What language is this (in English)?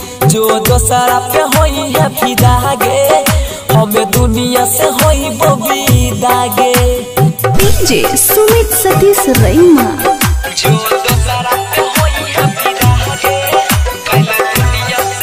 Bhojpuri